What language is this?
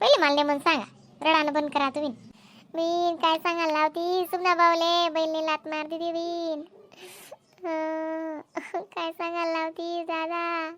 Khandesi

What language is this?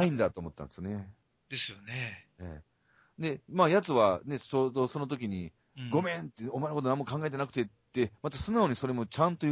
Japanese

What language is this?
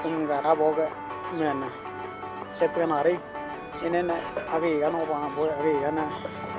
Western Dani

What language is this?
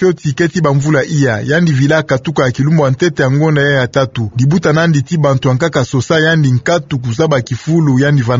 Kituba (Democratic Republic of Congo)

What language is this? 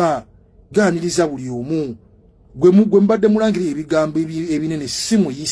Ganda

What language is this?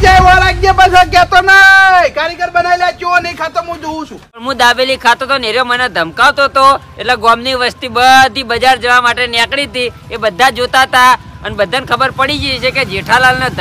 Gujarati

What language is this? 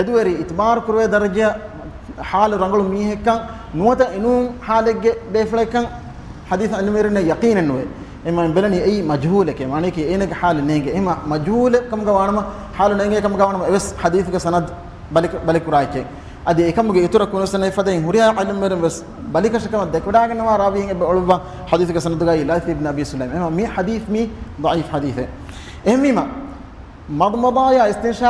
Divehi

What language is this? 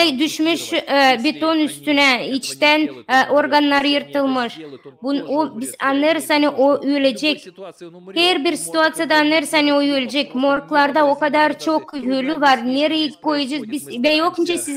Gagauz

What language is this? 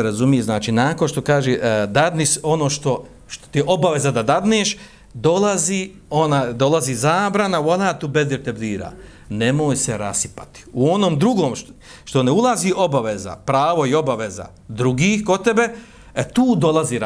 Bosnian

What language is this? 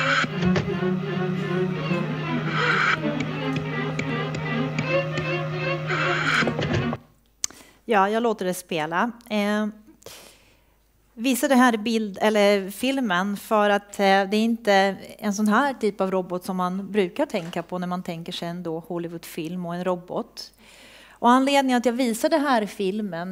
Swedish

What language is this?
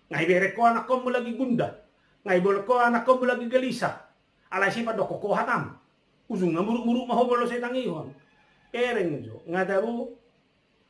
Batak Toba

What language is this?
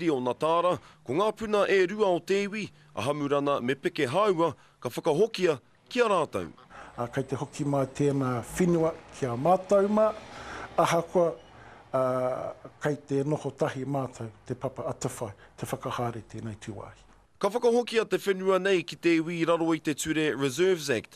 Māori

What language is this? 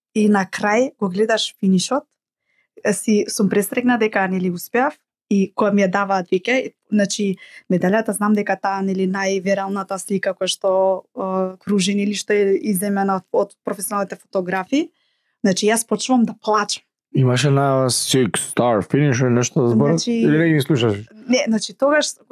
Macedonian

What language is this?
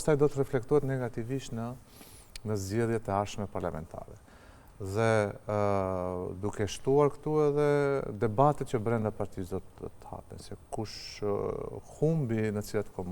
Albanian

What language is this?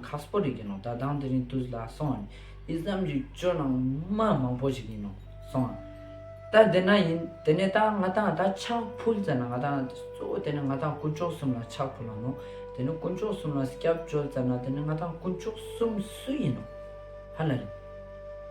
Ladakhi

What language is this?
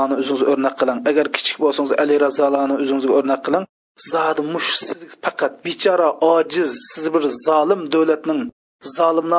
Uyghur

